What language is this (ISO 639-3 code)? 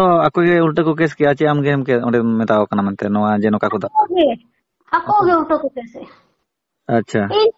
sat